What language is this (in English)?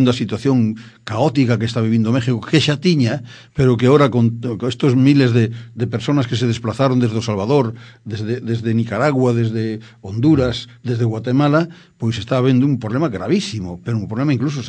Galician